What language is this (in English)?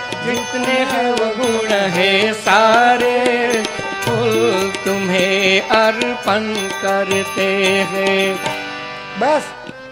Gujarati